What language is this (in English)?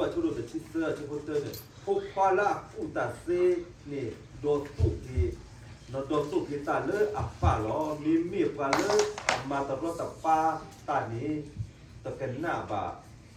S'gaw Karen